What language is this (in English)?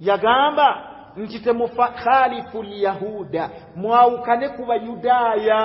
Ganda